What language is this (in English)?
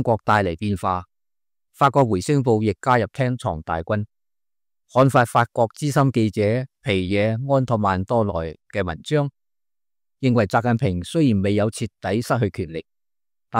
Cantonese